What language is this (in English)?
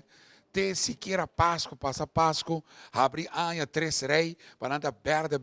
Papiamento